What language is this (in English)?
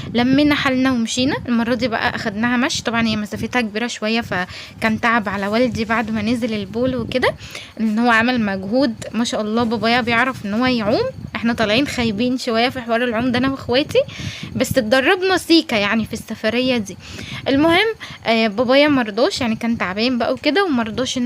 Egyptian Arabic